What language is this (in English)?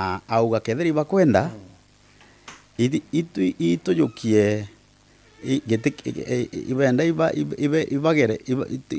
Meru